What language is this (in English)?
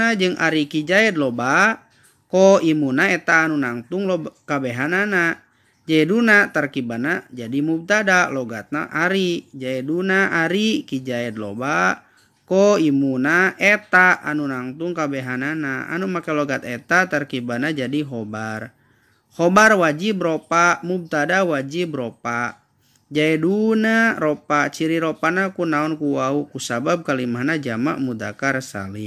Sundanese